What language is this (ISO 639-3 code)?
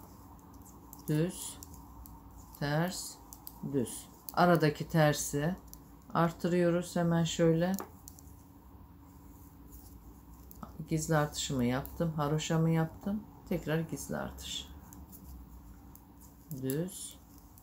tur